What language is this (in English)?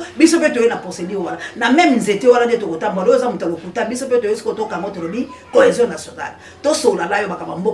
Lingala